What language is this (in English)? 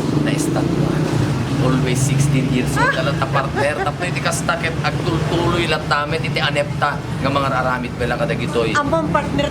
Iloko